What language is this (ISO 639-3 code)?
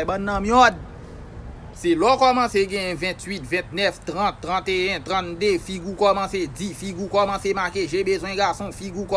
hat